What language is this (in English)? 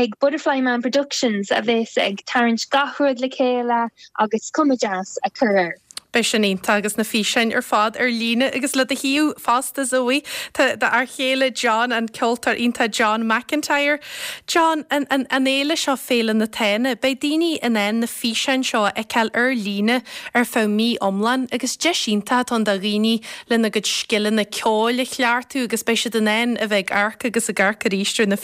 Irish